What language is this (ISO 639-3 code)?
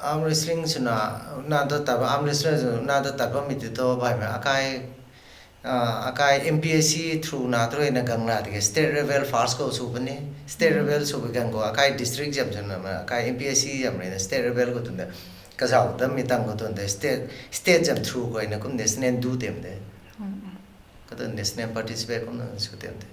nbu